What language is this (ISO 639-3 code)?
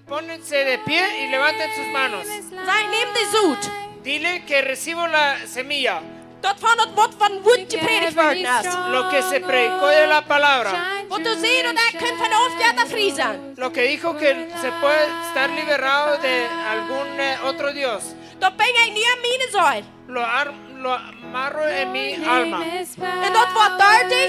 pdt